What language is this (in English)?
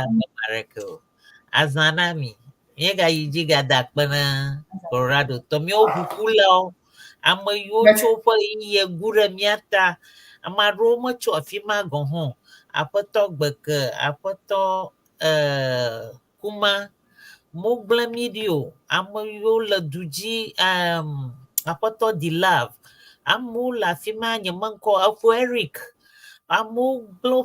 Ewe